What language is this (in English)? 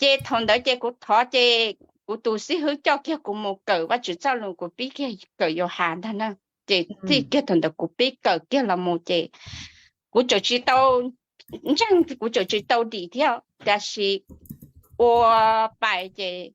Hmong